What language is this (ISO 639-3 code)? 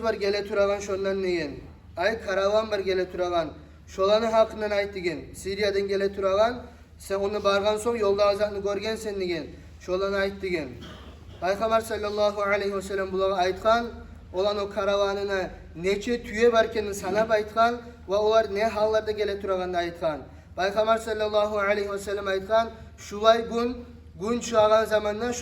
kum